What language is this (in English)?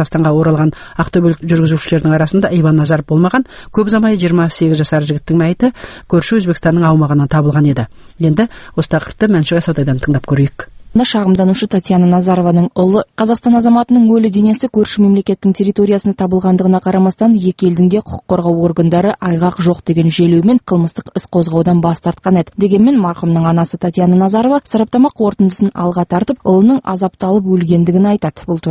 Kazakh